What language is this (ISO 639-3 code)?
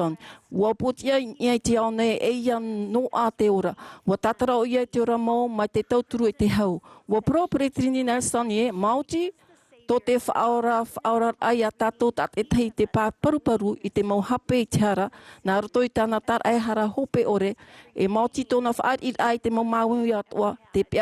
tah